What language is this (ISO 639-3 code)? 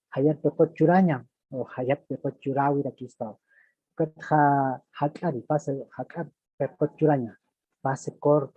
aym